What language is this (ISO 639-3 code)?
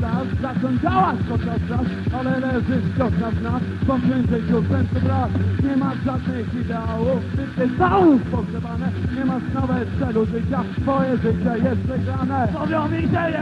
pol